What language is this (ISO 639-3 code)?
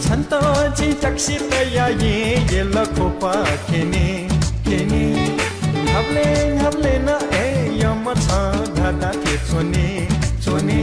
new